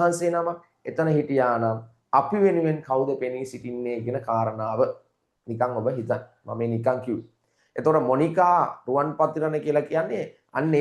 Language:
Sinhala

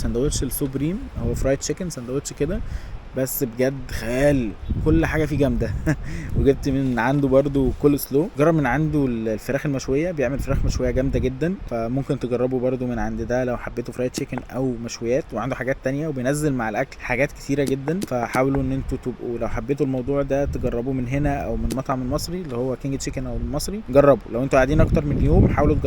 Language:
Egyptian Arabic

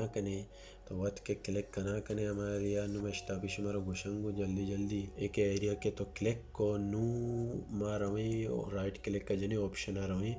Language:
Baluchi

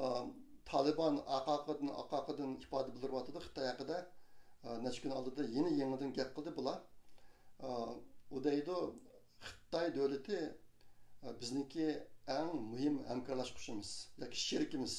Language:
Uyghur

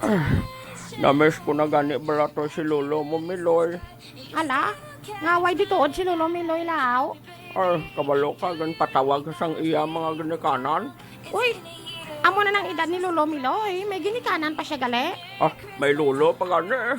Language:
Hiligaynon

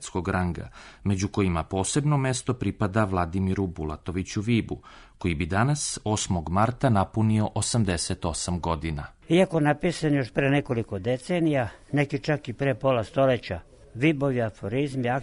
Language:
Serbian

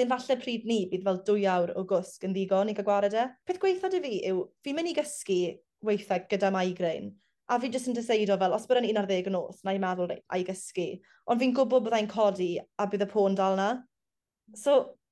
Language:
Welsh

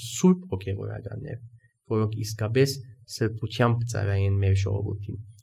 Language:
Armenian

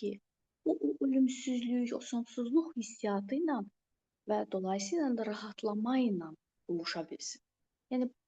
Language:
Azerbaijani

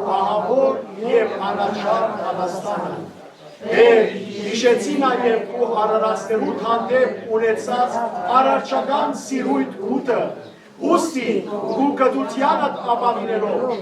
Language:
Western Armenian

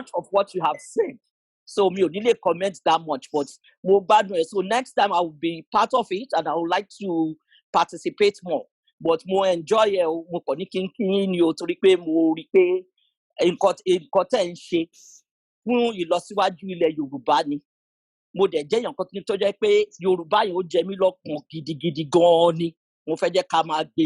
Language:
Yoruba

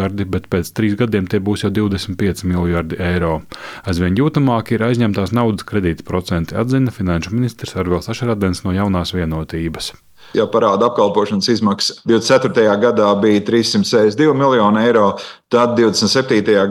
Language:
Latvian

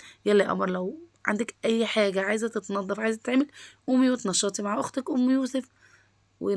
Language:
Egyptian Arabic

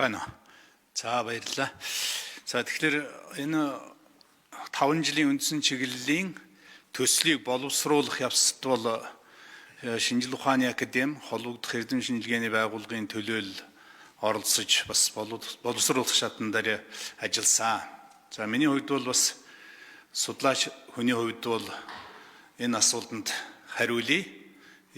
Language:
Mongolian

